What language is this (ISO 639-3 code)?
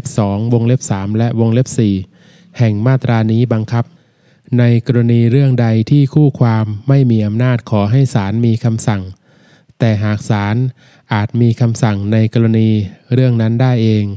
tha